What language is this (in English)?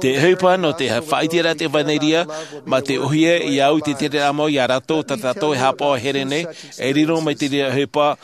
Tahitian